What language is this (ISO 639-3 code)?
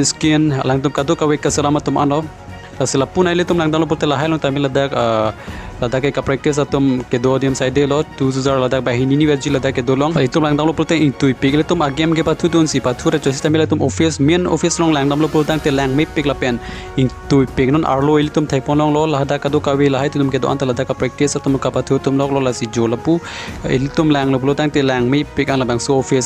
mjw